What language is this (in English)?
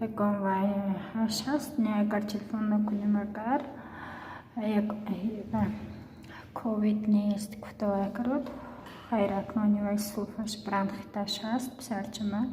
Tajik